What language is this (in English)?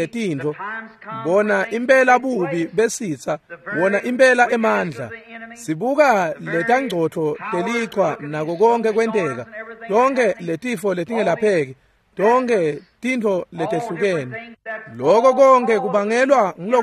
Swati